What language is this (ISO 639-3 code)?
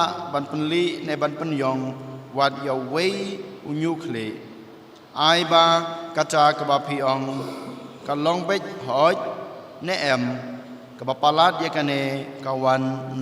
kha